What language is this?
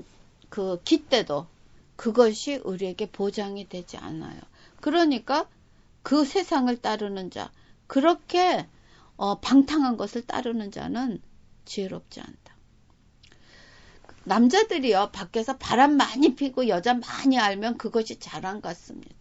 Korean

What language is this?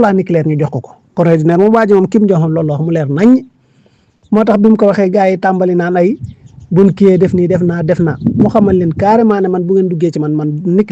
Wolof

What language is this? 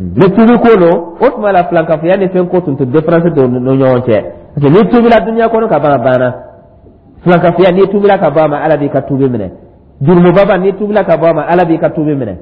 Dyula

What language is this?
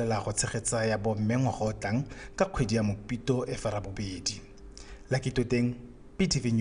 Tswana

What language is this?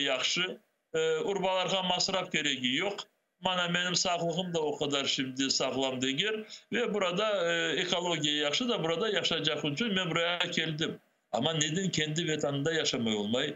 Crimean Tatar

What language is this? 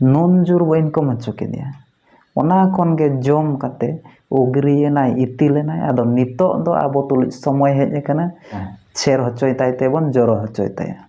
Santali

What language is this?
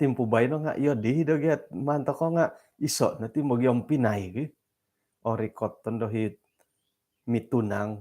Central Dusun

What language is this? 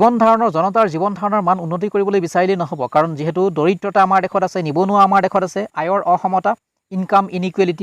Assamese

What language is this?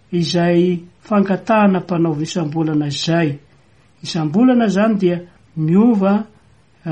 Malagasy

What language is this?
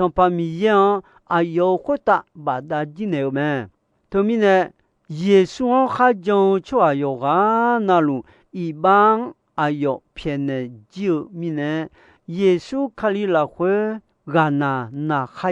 Akha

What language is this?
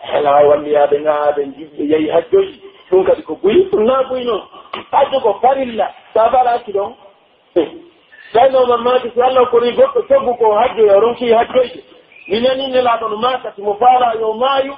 Pular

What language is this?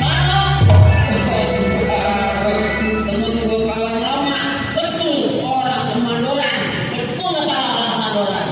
Betawi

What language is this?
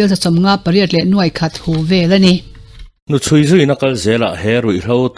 Mizo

